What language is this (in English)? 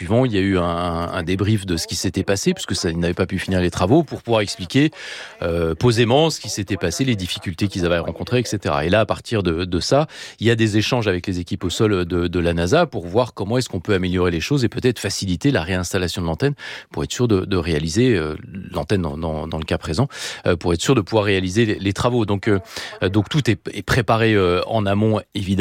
French